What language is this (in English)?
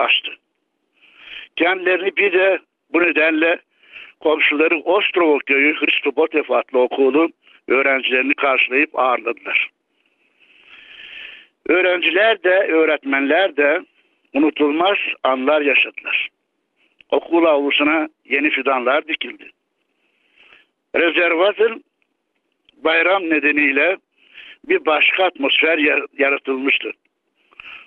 Turkish